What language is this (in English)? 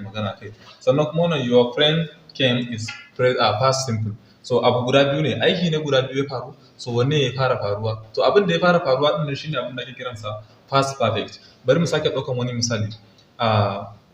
Hausa